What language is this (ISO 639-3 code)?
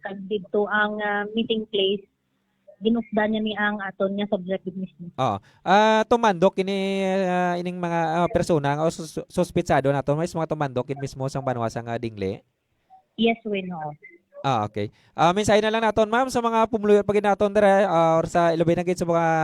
hil